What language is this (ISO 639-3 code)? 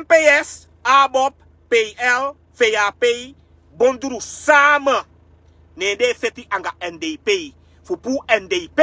srn